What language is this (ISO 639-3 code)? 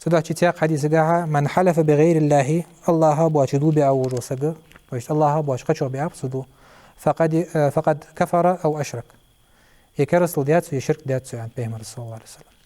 inh